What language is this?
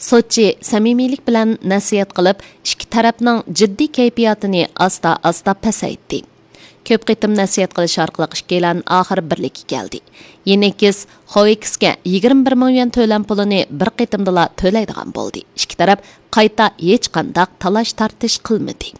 Uyghur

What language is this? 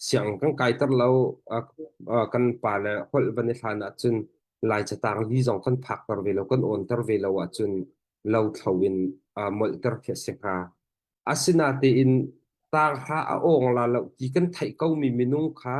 Hakha Chin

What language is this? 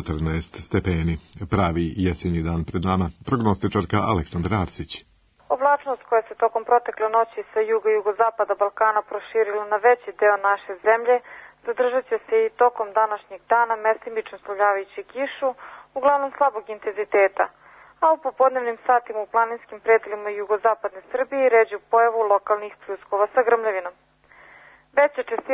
Serbian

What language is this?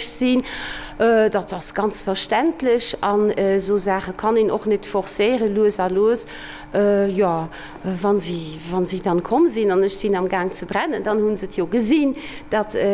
Luxembourgish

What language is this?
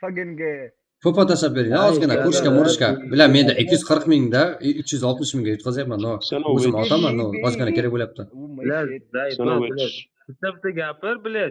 Kara-Kalpak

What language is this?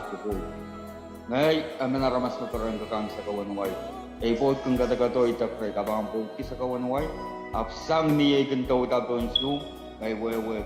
Pohnpeian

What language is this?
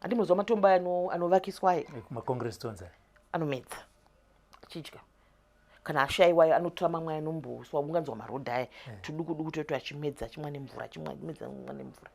Shona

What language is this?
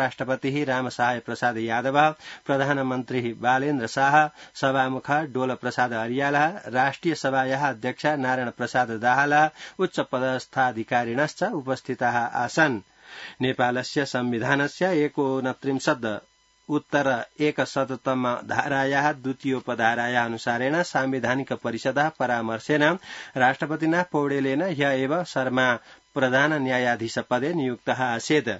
Sanskrit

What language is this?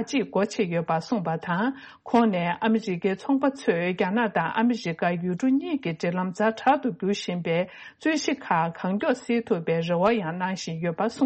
Tibetan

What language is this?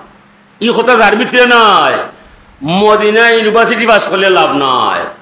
Sylheti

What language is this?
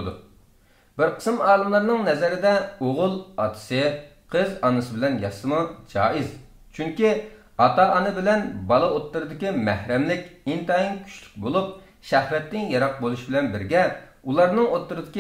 Uyghur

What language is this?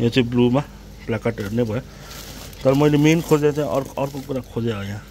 Nepali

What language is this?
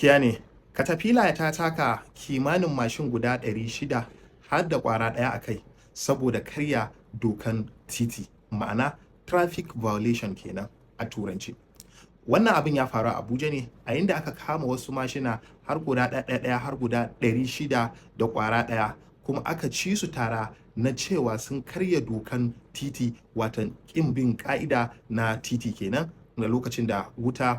Hausa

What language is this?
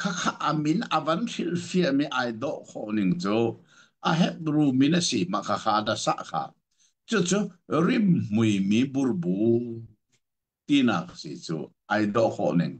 Hakha Chin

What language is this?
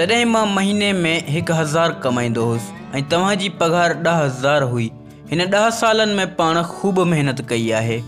Sindhi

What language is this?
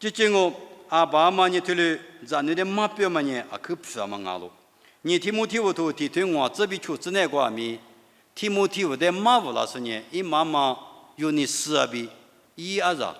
Lisu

